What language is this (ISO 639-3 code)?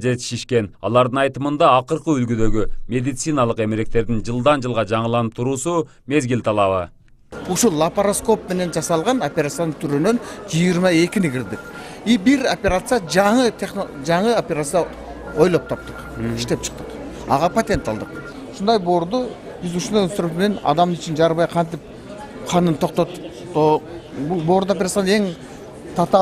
kir